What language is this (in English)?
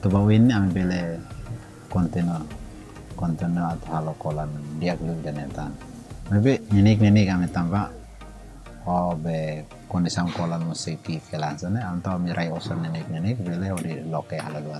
Tetum